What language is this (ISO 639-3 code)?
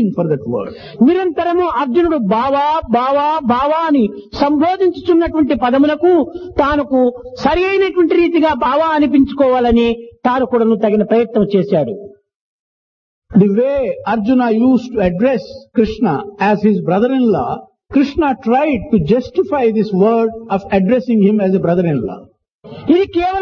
tel